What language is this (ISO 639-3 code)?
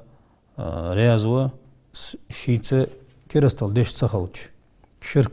inh